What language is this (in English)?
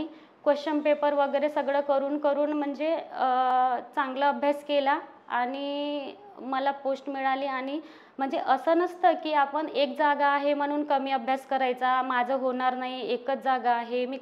Marathi